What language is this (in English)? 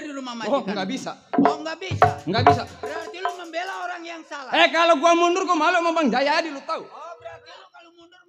Betawi